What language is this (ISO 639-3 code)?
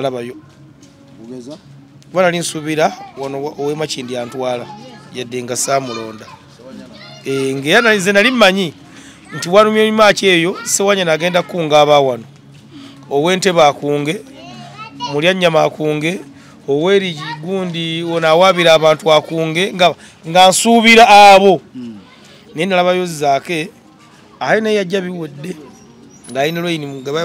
lug